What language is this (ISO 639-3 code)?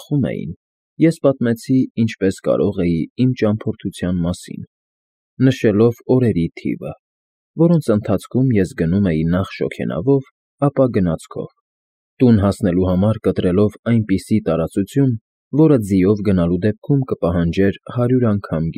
hye